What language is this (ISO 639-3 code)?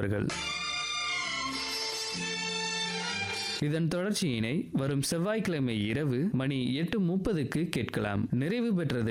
tam